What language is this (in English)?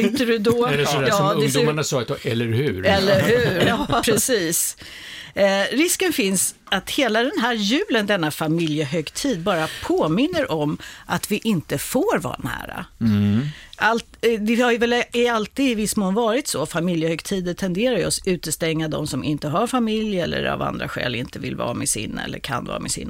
Swedish